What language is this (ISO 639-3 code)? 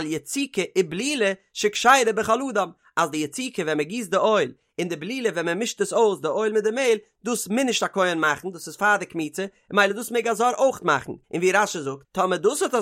yid